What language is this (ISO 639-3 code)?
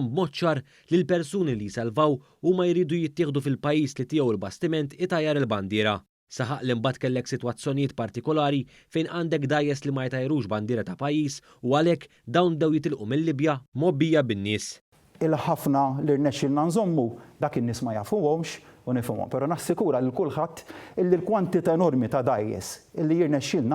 mlt